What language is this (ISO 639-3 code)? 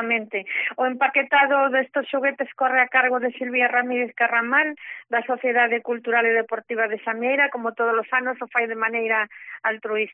glg